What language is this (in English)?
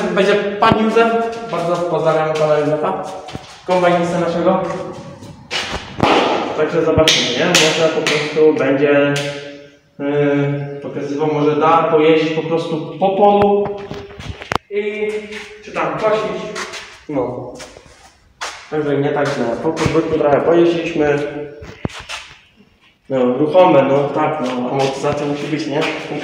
Polish